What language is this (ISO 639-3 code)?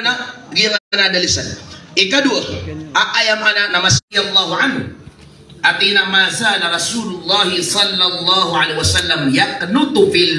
mrw